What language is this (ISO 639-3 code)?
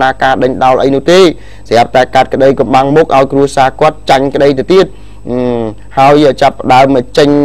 khm